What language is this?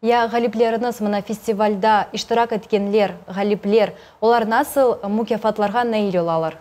Crimean Tatar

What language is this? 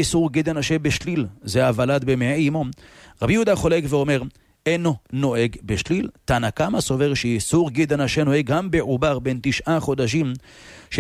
Hebrew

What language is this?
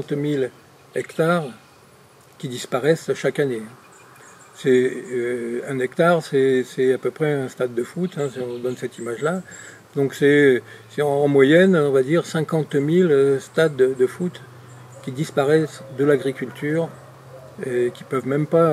French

